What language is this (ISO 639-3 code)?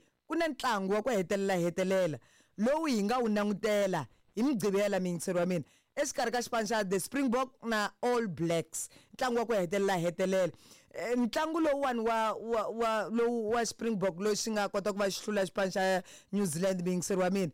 tso